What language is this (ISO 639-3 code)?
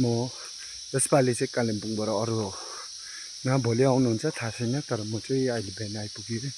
nep